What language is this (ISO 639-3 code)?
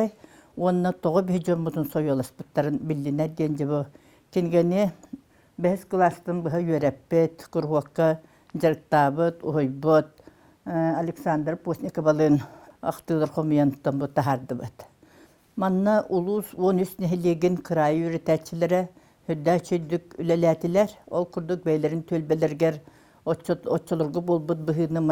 sah